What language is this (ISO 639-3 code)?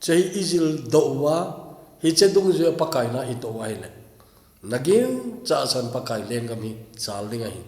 tcz